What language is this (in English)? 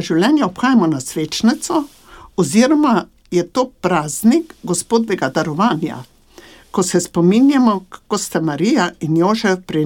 Slovenian